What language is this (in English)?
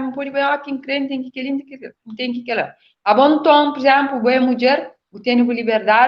Kabuverdianu